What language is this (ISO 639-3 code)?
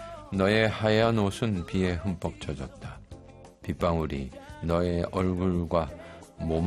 kor